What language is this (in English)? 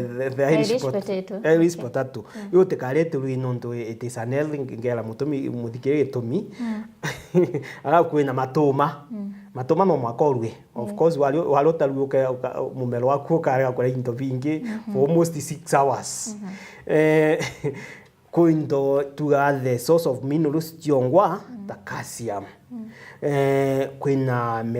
Meru